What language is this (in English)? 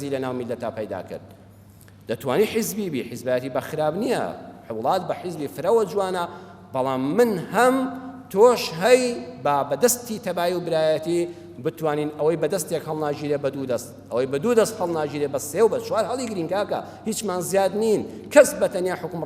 Central Kurdish